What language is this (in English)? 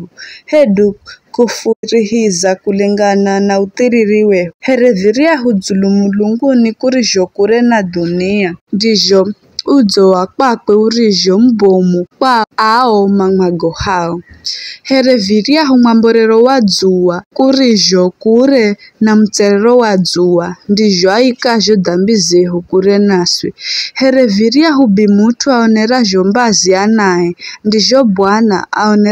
Giryama